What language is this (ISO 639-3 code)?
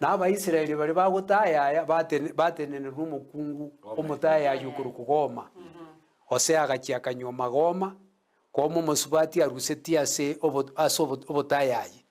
guz